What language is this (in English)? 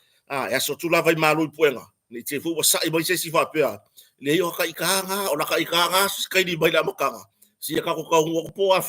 Samoan